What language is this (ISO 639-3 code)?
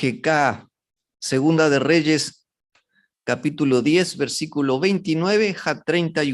grn